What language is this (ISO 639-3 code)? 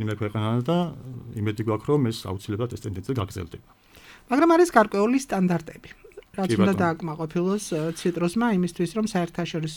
kat